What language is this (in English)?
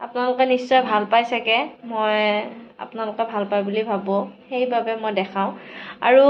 Assamese